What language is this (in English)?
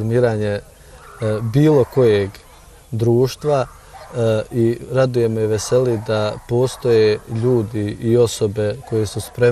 Bosnian